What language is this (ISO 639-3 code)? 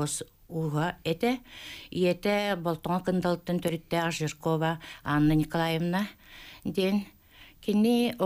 sah